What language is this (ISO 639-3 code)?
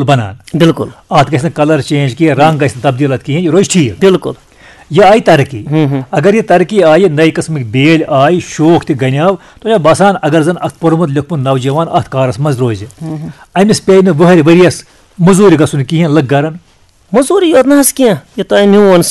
kas